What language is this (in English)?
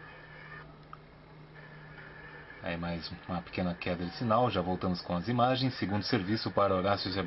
Portuguese